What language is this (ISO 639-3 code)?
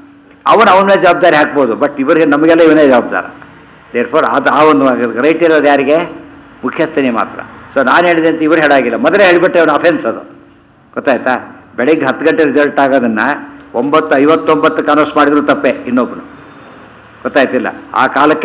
kan